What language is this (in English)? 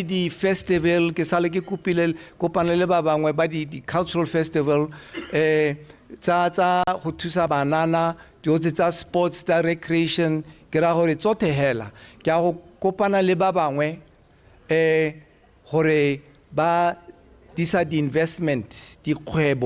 Tswana